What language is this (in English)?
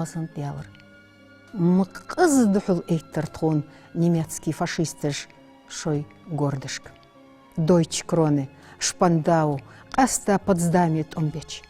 Ingush